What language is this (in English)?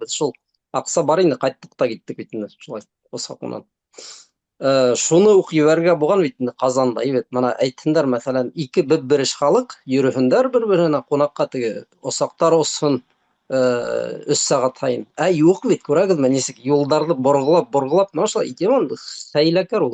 Bashkir